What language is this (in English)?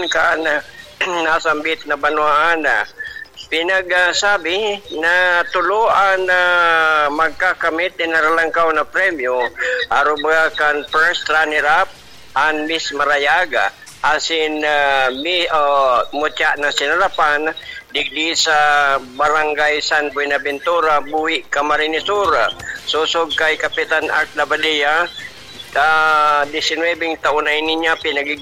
Bikol